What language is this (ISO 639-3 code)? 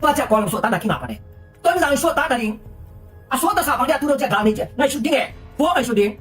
ctd